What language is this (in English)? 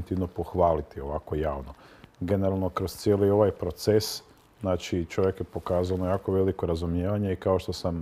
Croatian